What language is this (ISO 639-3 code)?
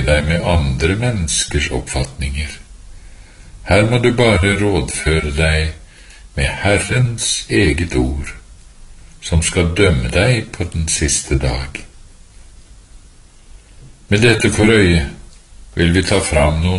nor